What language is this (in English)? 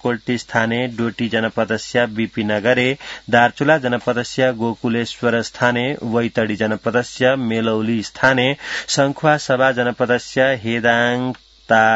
Sanskrit